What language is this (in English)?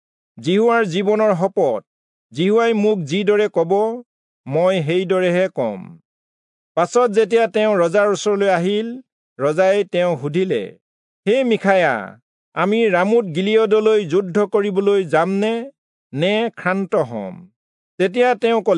Assamese